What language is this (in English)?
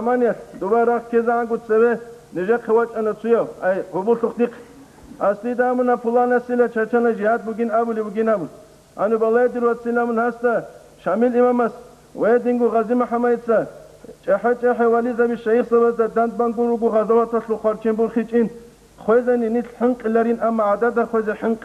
Avaric